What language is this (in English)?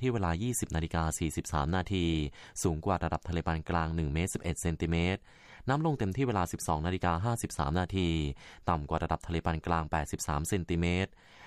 Thai